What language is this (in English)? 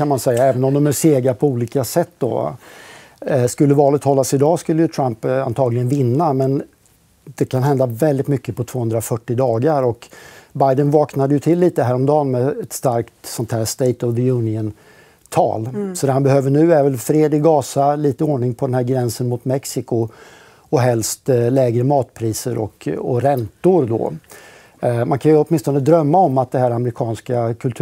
Swedish